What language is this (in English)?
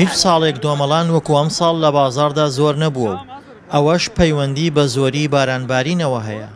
Central Kurdish